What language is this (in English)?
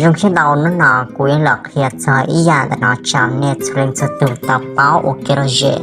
Hmong